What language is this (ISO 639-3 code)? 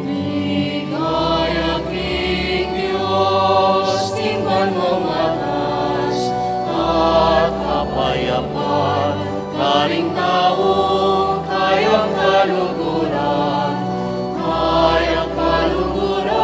pam